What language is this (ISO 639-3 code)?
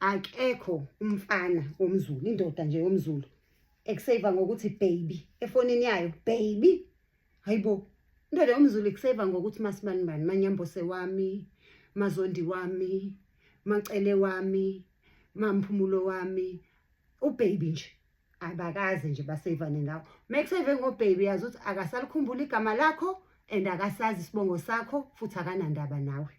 zul